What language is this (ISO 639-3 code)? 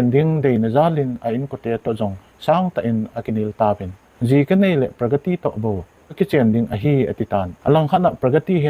tcz